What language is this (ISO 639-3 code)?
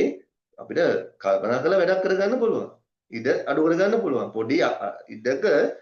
sin